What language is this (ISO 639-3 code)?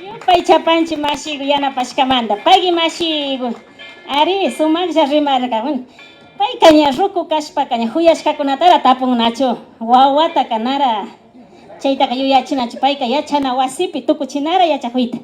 qvi